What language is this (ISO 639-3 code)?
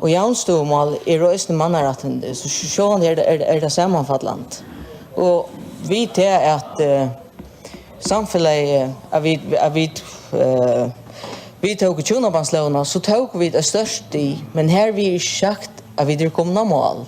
fao